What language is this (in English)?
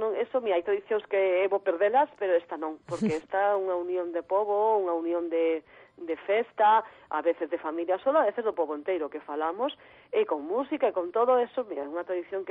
Galician